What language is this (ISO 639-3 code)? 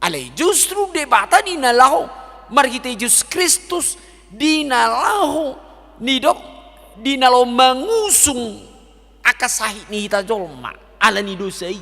bbc